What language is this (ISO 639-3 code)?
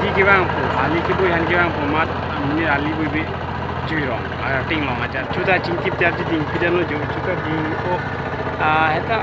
mjw